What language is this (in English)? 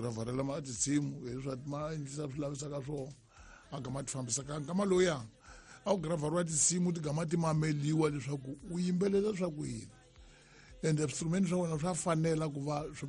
Tsonga